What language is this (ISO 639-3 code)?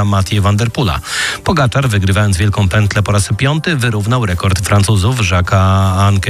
pol